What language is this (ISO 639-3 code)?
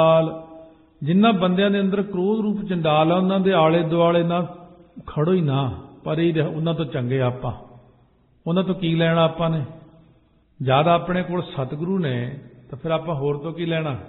pan